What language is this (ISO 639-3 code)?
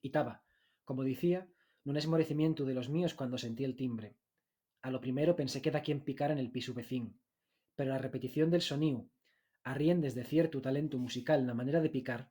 ast